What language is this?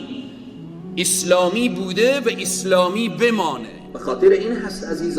Persian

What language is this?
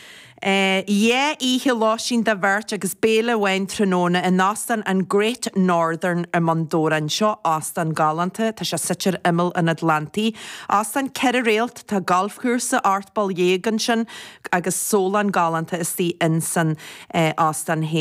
Irish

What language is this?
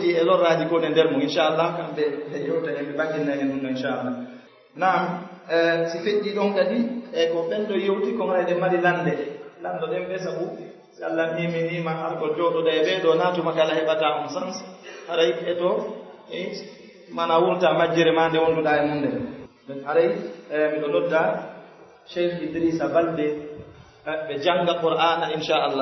Pular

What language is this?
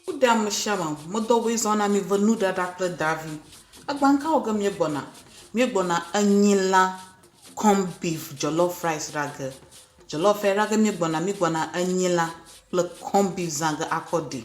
Ewe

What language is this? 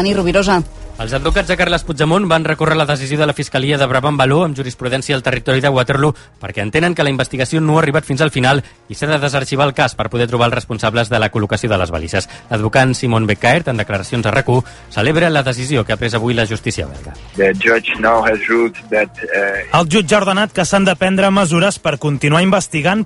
Catalan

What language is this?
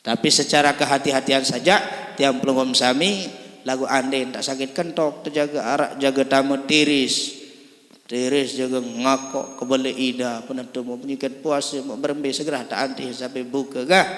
Sasak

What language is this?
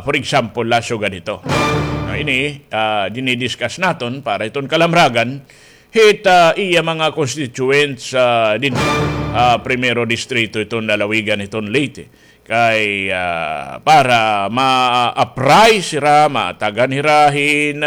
Waray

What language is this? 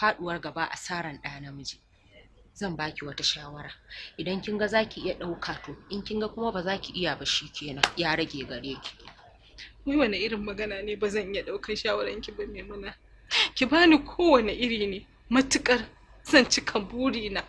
Hausa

